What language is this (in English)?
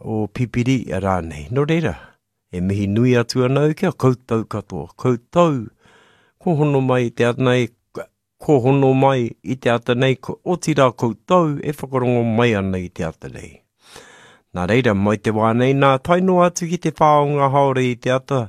Māori